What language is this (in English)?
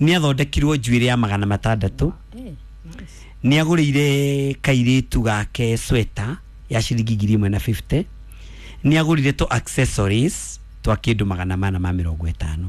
Kikuyu